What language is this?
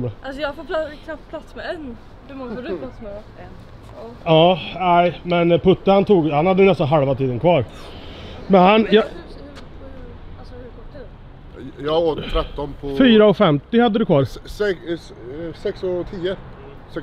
Swedish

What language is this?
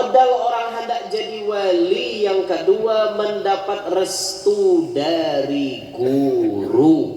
Banjar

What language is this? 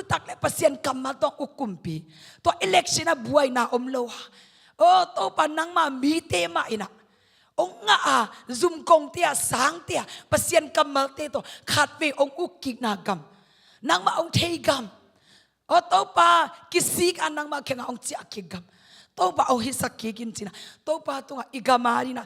Tedim Chin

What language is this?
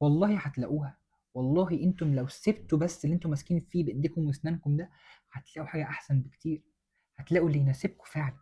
Egyptian Arabic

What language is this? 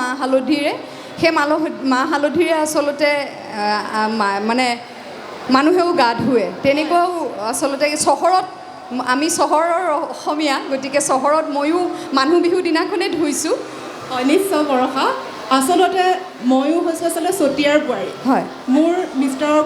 Assamese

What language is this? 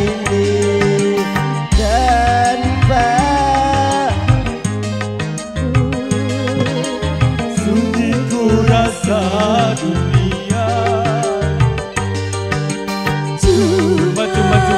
Indonesian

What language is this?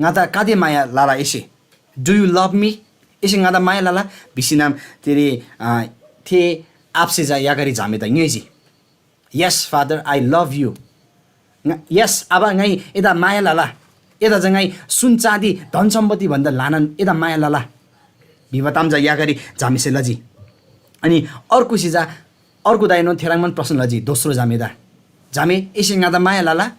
Eastern Tamang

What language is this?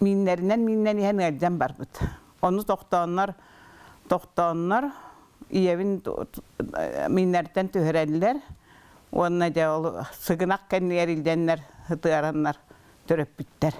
Yakut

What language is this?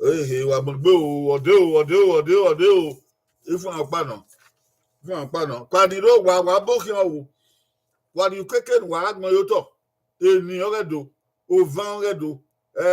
Bini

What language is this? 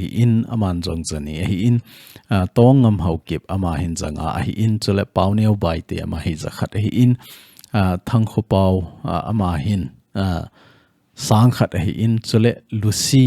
Thado Chin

